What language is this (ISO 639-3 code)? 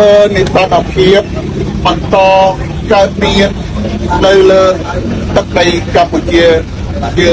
khm